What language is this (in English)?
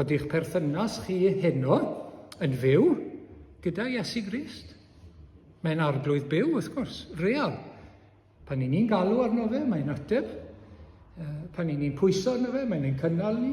Welsh